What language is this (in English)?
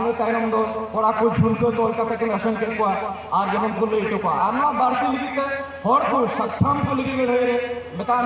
Santali